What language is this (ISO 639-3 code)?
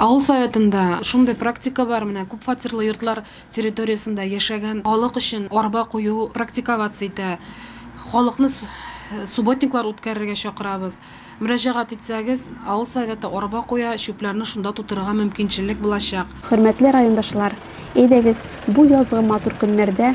tat